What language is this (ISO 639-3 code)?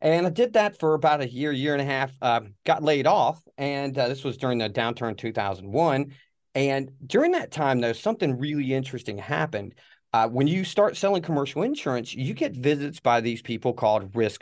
eng